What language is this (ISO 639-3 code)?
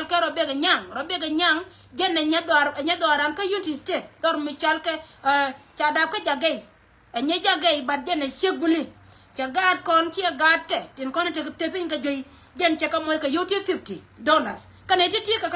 nus